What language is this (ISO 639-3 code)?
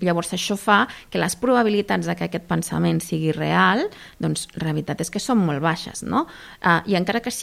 cat